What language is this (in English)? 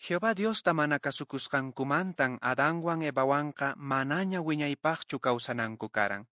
Quechua